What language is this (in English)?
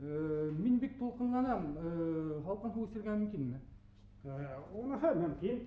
Bashkir